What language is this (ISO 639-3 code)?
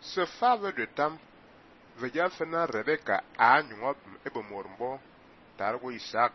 fan